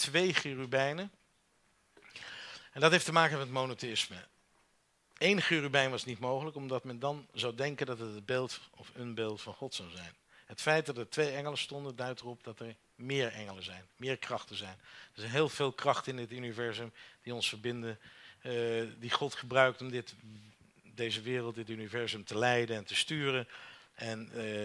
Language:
Dutch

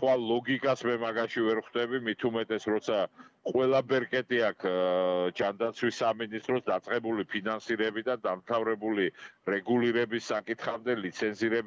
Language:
Georgian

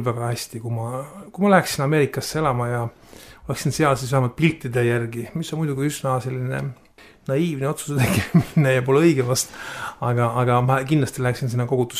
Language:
Estonian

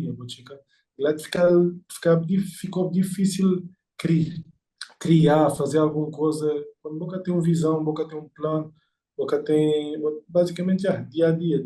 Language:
Kabuverdianu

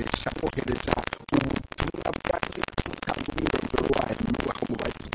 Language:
Kinyarwanda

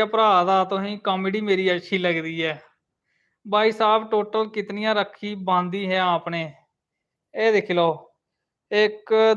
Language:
Dogri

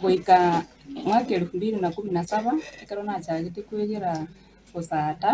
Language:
Gusii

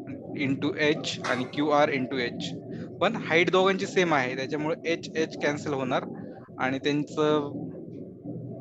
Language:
Marathi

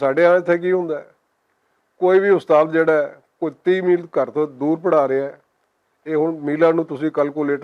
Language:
Western Panjabi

